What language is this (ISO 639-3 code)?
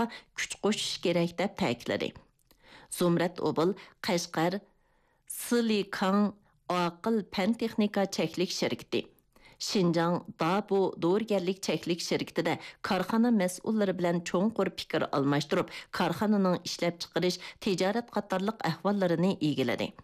uig